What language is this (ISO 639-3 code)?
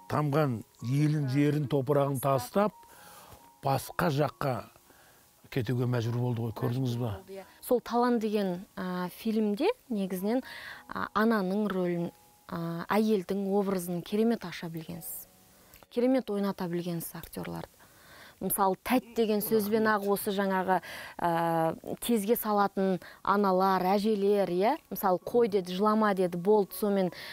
kaz